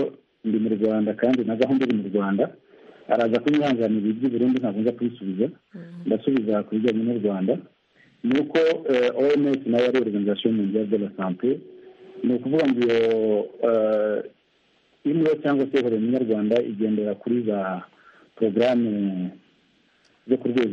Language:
Kinyarwanda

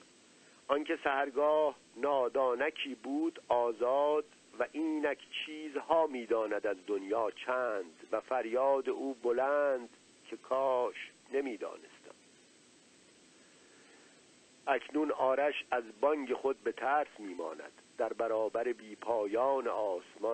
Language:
Persian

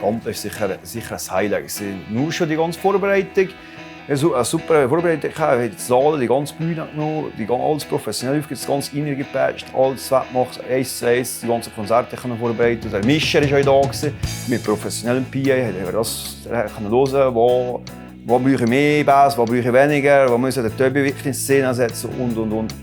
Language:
Swiss German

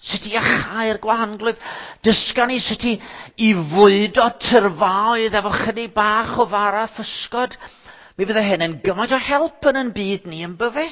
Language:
Welsh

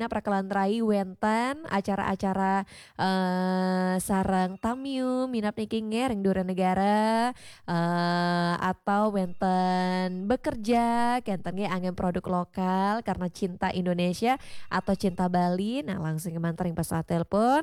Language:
Balinese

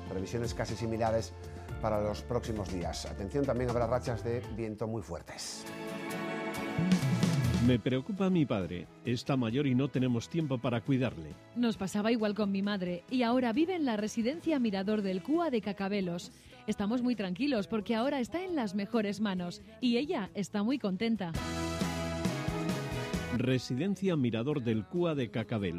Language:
Spanish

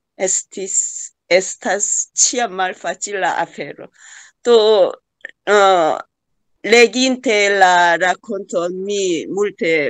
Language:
Esperanto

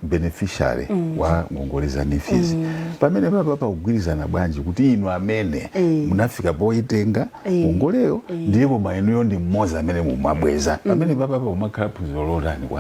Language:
Nyanja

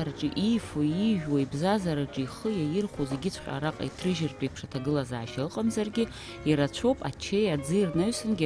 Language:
Abkhazian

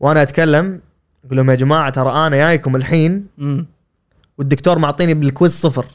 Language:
Gulf Arabic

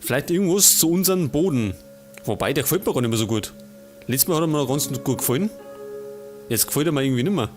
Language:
Bavarian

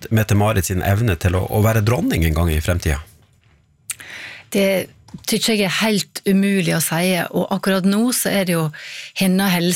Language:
Norwegian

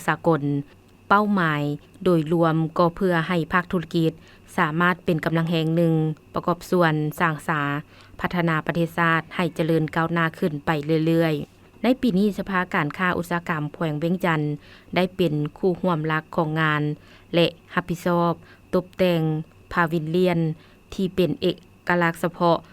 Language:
Lao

